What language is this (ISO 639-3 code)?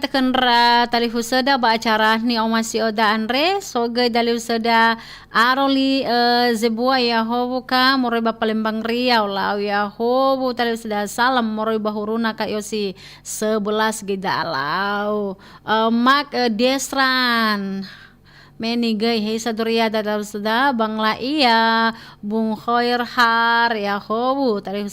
nia